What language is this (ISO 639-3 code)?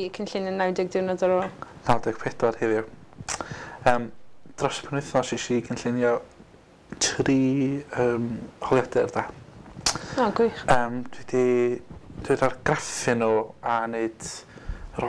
cym